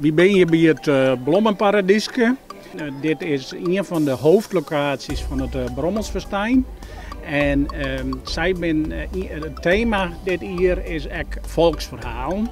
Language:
Western Frisian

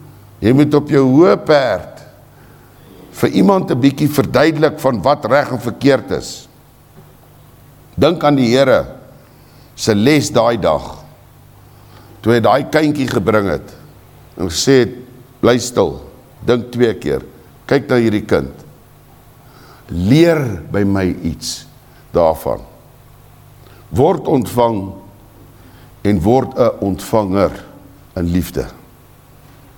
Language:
Afrikaans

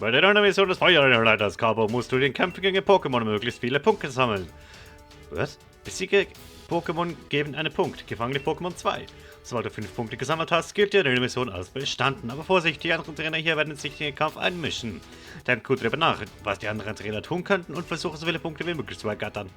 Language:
Swiss German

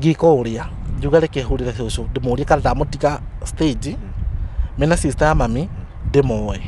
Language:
Kikuyu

